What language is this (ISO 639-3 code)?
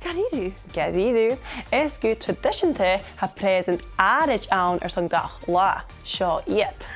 gla